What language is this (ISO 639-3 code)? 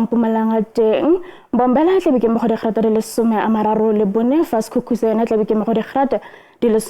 tsn